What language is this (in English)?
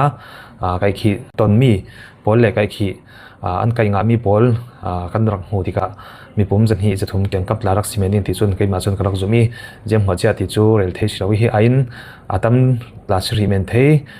Falam Chin